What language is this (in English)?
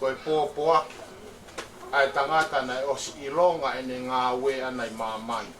Tongan